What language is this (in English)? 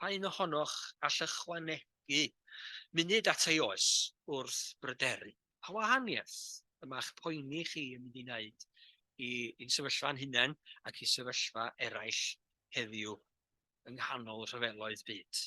Welsh